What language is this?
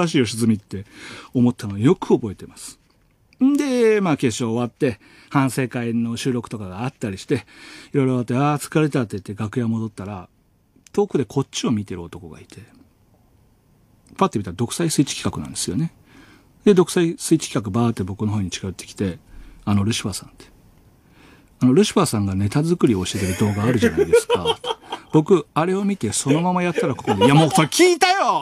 Japanese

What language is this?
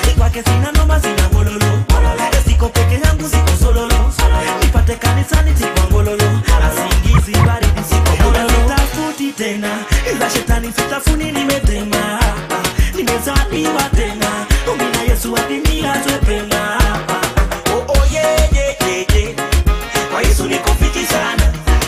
Swahili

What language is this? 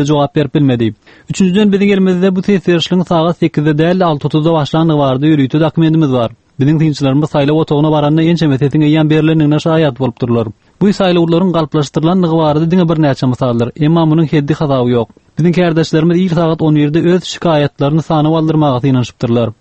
Turkmen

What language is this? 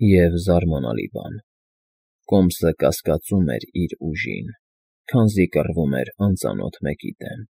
Armenian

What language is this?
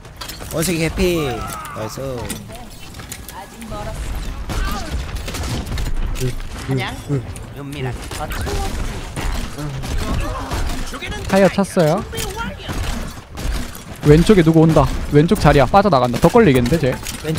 Korean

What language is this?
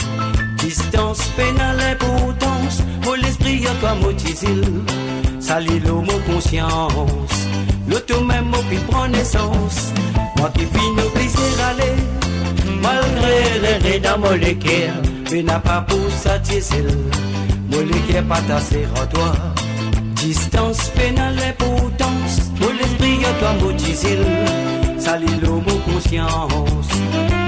Morisyen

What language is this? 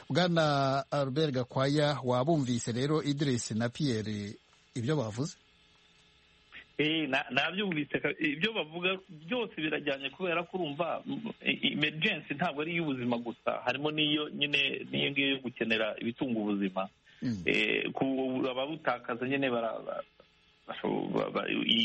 Kinyarwanda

